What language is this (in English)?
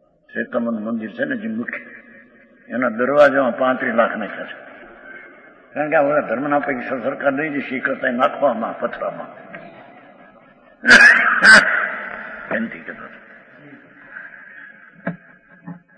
Gujarati